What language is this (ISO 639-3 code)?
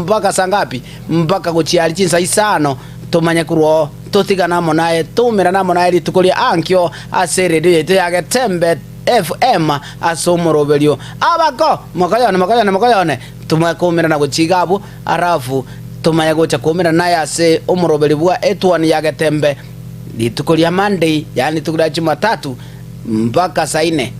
guz